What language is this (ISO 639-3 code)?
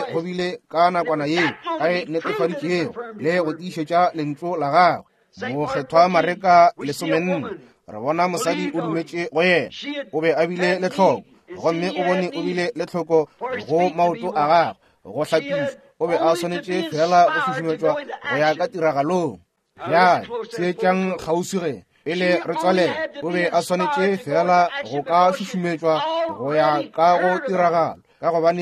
nso